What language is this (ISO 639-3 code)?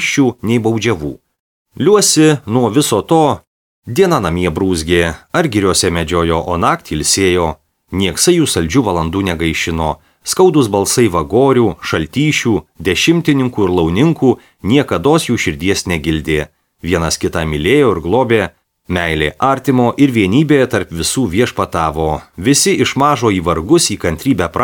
lit